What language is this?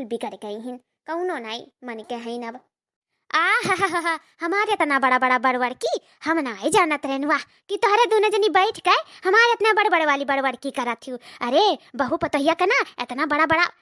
Awadhi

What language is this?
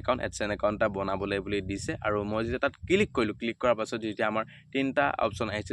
Assamese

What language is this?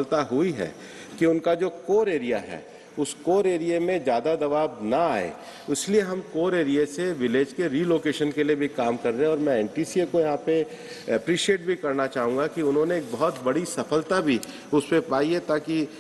Hindi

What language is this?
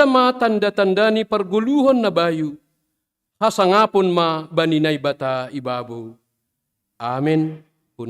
Batak Simalungun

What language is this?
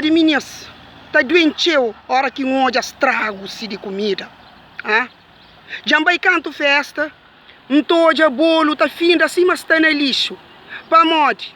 Kabuverdianu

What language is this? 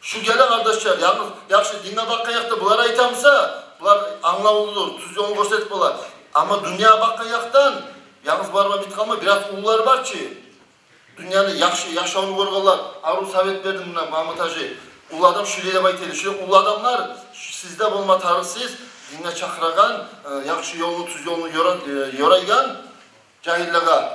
Kumyk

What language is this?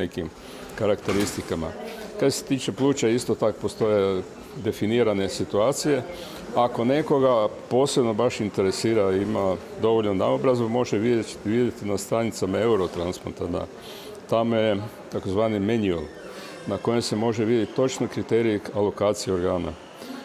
Croatian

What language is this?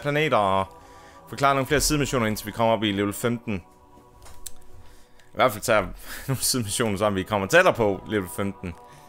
Danish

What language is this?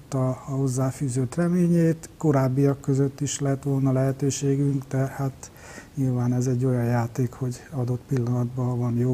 Hungarian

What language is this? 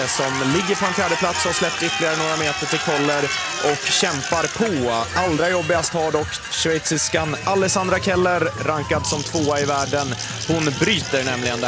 Swedish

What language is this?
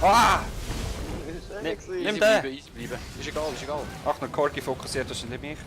Swiss German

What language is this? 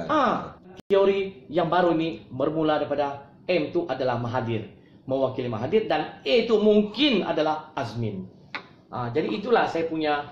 Malay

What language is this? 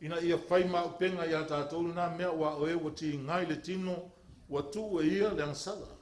Samoan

